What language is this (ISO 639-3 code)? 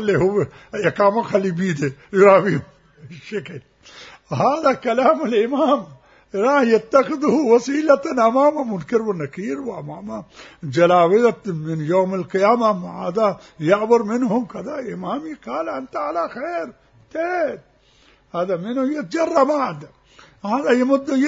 acm